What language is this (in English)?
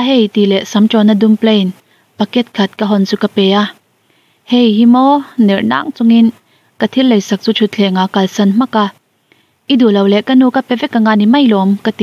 Mizo